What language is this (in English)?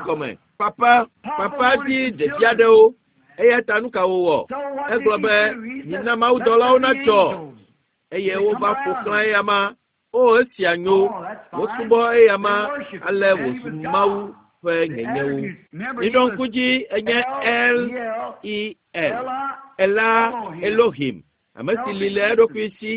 Ewe